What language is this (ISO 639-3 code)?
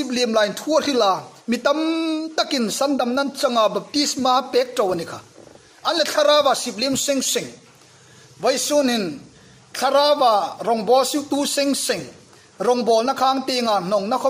hmr